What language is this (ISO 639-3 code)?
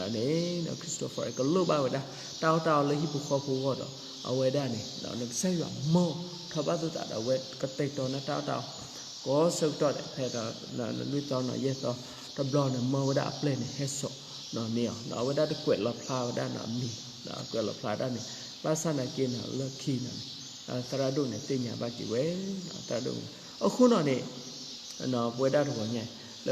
ksw